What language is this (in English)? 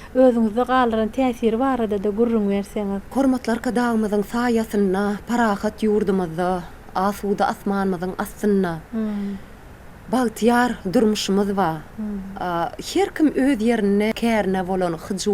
Turkmen